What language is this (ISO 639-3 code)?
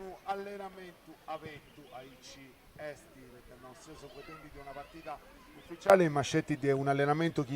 srd